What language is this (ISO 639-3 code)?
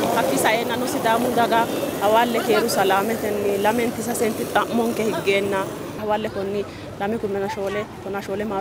sid